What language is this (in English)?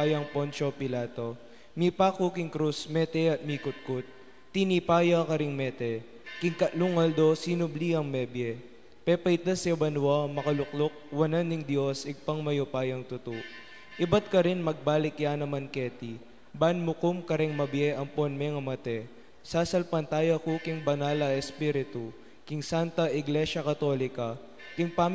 Pampanga